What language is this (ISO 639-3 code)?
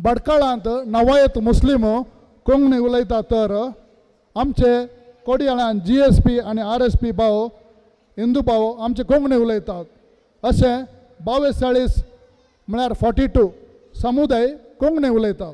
kok